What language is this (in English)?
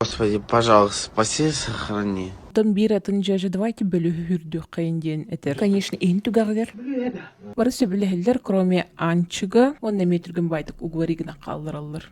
Yakut